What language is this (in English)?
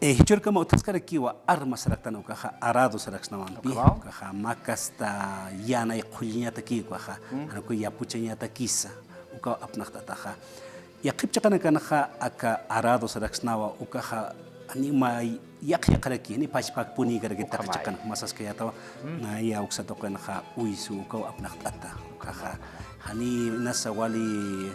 Aymara